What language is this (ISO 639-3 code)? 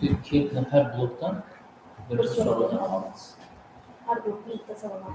kaa